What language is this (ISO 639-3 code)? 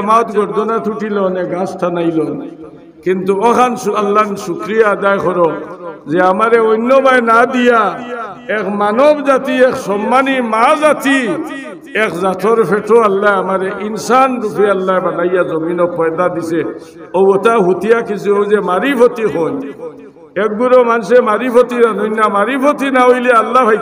syl